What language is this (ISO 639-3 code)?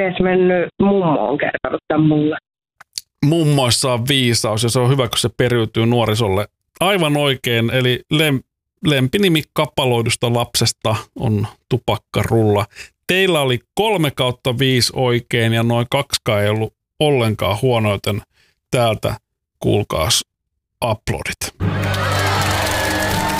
fin